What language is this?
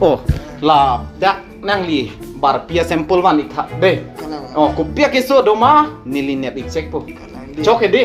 Karbi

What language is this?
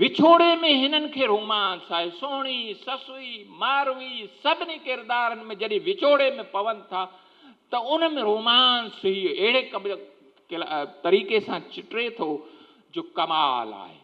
Sindhi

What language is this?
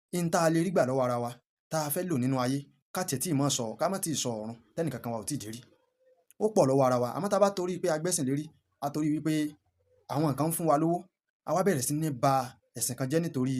Yoruba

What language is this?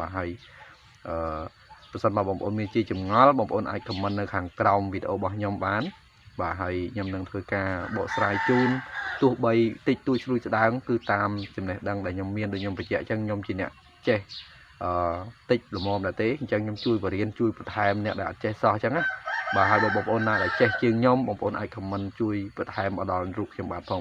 Khmer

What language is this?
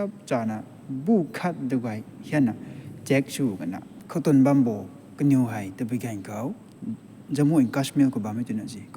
Rongmei Naga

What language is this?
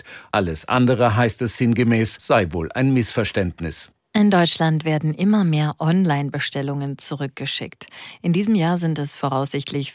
German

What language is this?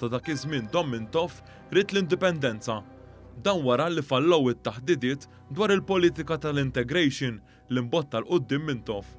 Maltese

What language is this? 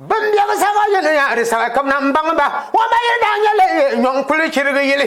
Dagbani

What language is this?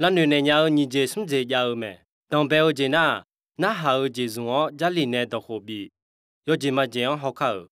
Akha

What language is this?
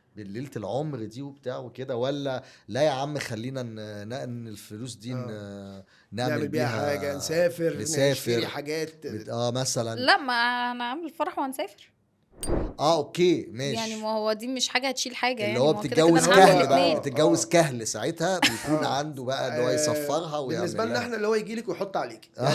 Egyptian Arabic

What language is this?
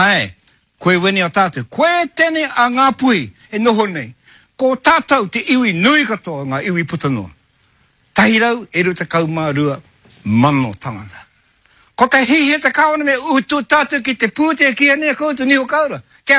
Māori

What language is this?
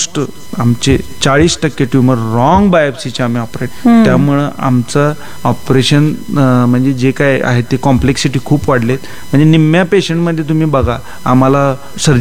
Marathi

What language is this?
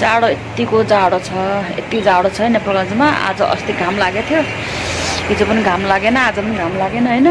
Nepali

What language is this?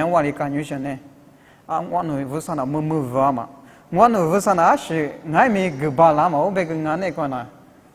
Lisu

